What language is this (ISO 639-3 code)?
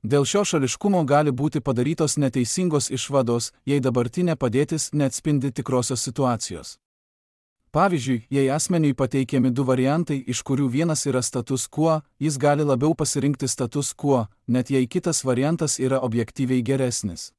lit